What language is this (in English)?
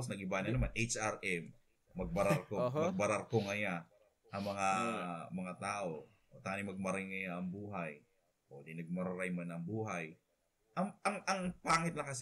Bikol